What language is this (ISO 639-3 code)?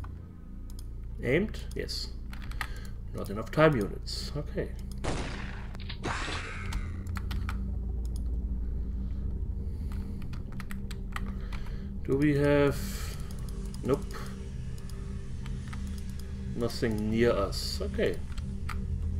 eng